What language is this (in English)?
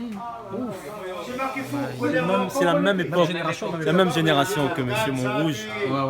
Réunion Creole French